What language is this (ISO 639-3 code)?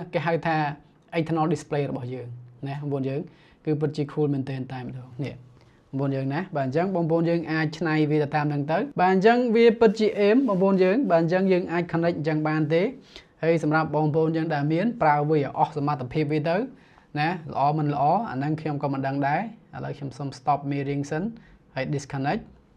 khm